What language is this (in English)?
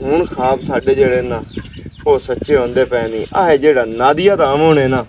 Western Panjabi